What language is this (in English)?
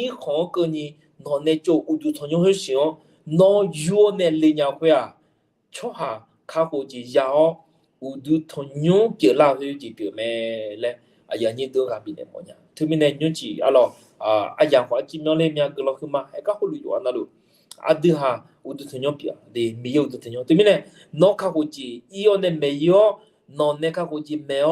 Akha